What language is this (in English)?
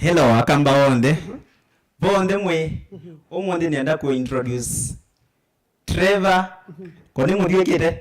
Kamba